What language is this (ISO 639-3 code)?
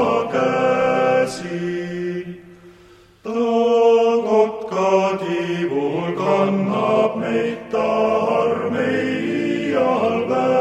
est